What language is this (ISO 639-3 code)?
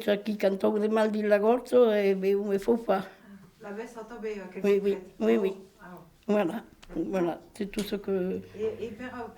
oci